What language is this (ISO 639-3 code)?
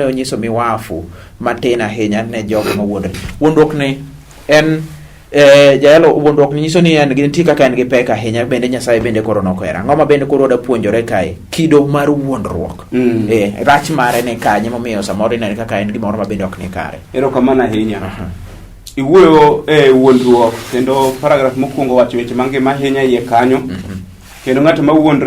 luo